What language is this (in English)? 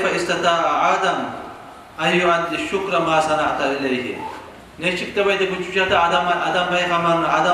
Kumyk